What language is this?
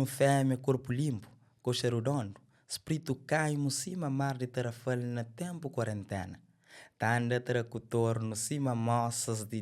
Kabuverdianu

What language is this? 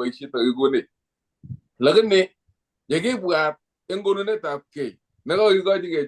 Kalenjin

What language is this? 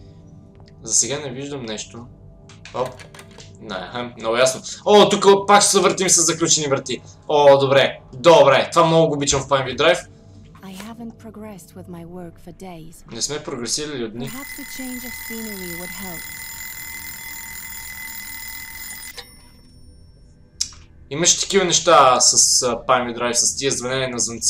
Bulgarian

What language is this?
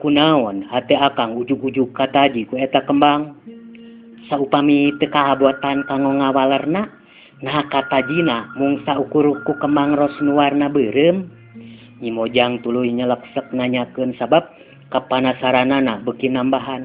Sundanese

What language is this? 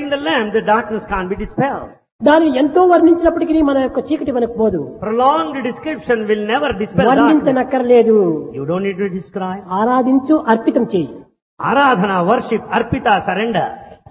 Telugu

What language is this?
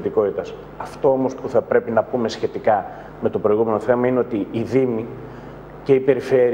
Greek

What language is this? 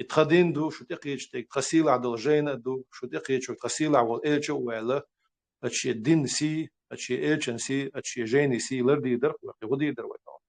Chechen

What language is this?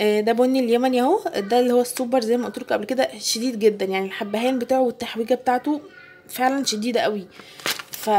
Egyptian Arabic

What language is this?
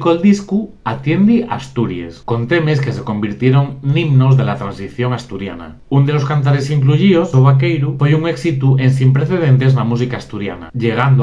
Asturian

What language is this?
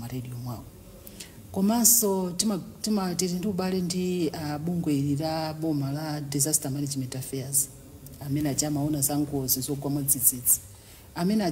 Nyanja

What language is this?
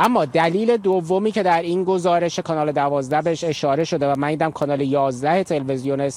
Persian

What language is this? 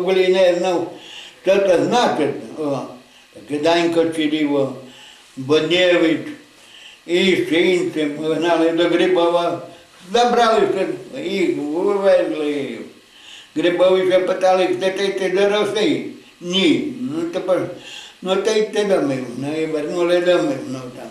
Rusyn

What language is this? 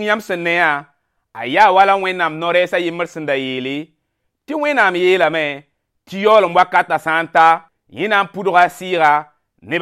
Mossi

